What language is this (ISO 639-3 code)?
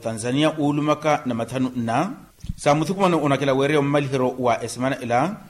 vmw